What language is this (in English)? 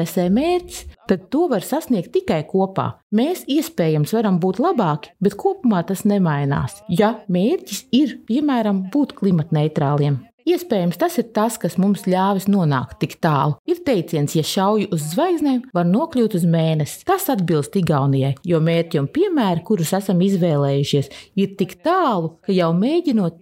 Latvian